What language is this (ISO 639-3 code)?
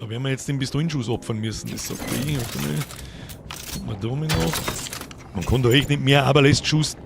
bar